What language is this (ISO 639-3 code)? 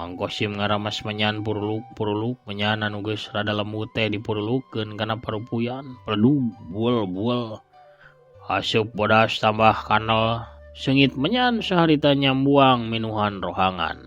sun